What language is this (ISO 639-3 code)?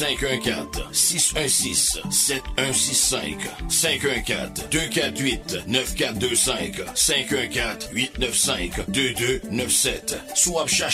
fra